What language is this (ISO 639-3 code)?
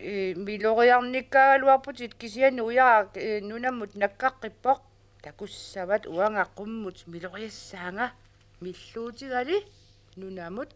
kal